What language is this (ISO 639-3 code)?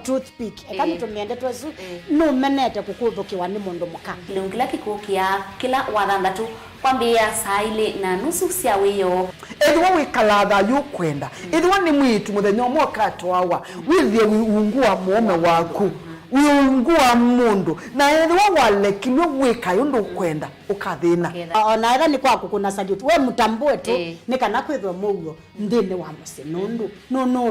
kam